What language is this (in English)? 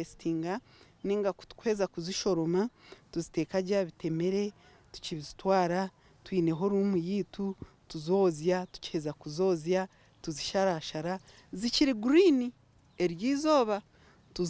Nyankole